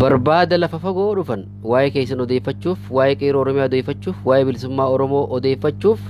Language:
Oromo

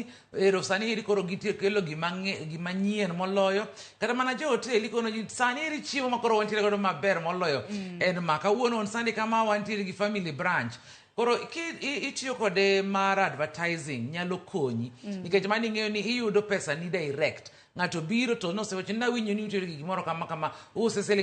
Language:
Luo (Kenya and Tanzania)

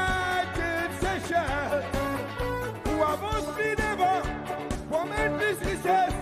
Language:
Seselwa Creole French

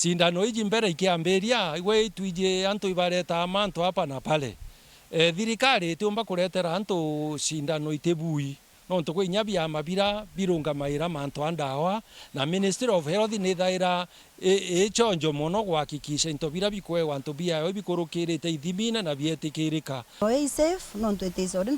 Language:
Meru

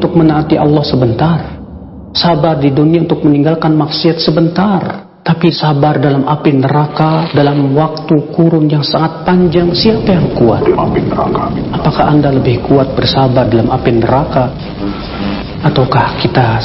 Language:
Indonesian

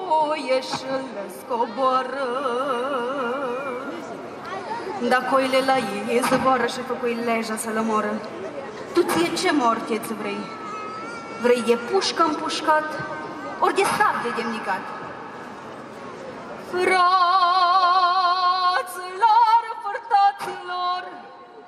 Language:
Romanian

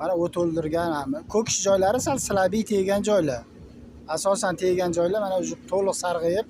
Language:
Uzbek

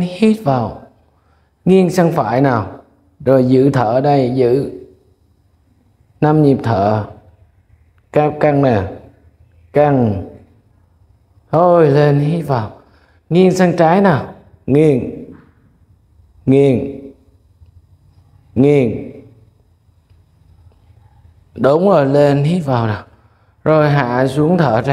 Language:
Vietnamese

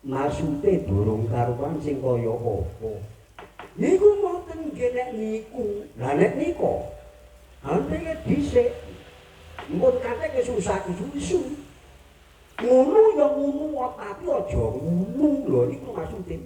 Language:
Javanese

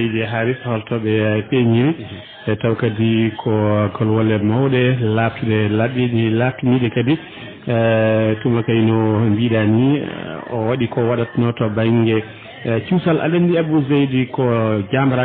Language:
Fula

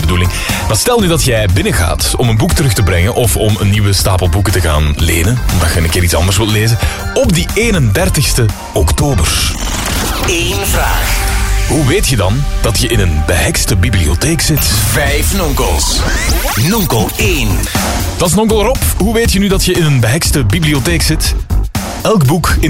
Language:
Dutch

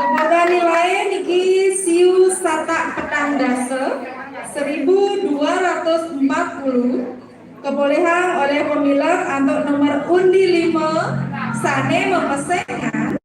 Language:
Balinese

